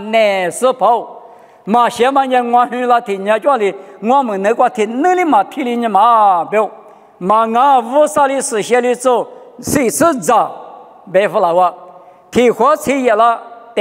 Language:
Lisu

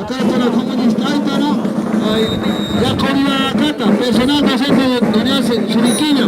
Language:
Aymara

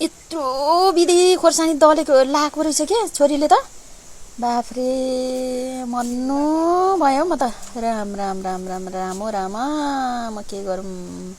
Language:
Nepali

